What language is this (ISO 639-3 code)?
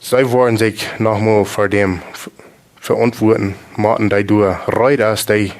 pdt